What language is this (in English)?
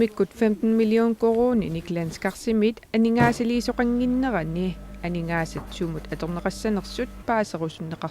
Kalaallisut